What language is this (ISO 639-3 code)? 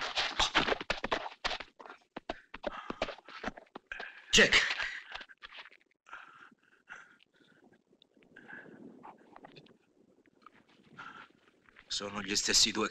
ita